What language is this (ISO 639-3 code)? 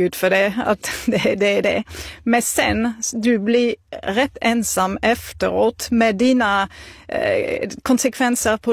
swe